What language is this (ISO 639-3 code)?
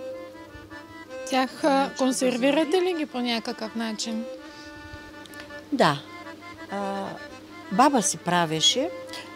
bul